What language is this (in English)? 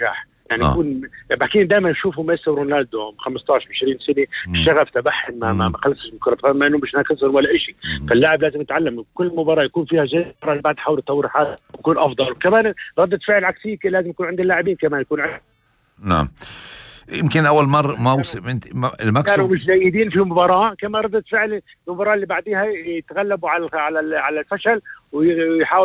North Levantine Arabic